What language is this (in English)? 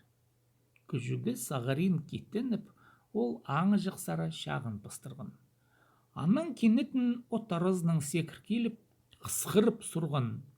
Khakas